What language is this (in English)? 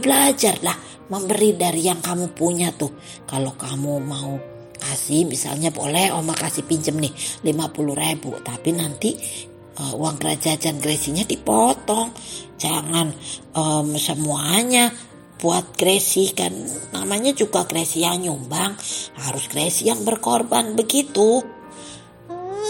Indonesian